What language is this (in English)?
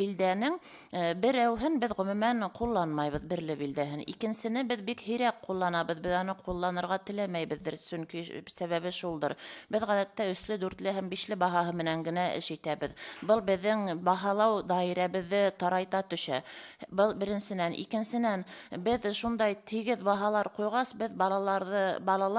Bashkir